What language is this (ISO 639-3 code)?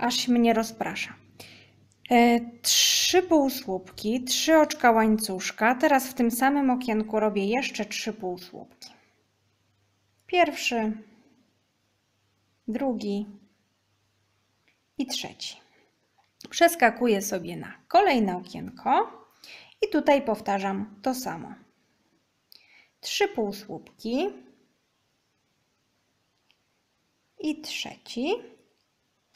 pol